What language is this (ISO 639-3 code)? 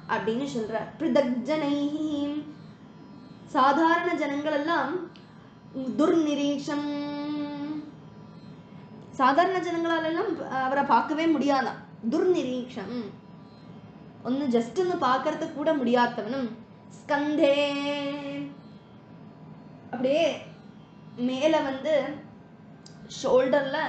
tam